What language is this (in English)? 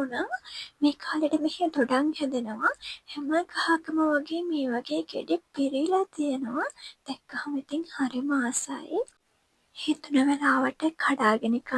Sinhala